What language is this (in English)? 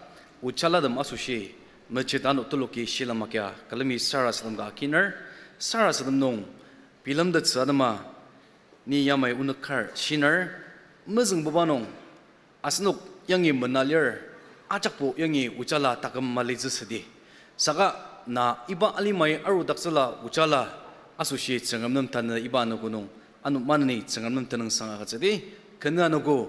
Ao Naga